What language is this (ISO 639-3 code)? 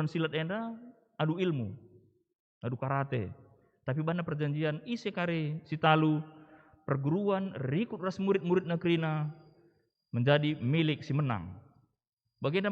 btx